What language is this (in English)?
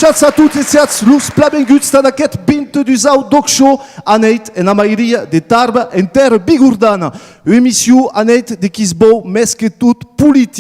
Occitan